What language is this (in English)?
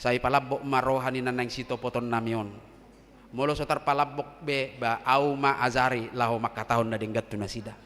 Batak Toba